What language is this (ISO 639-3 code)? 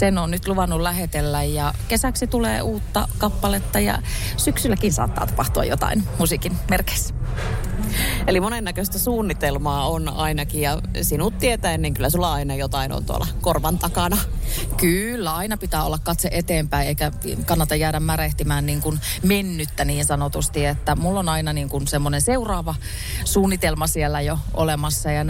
fin